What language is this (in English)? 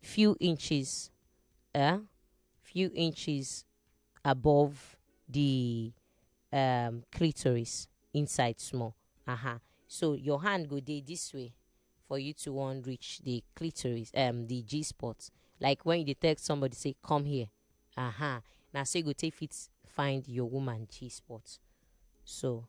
Nigerian Pidgin